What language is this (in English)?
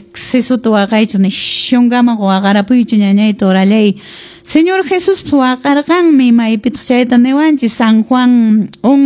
Quechua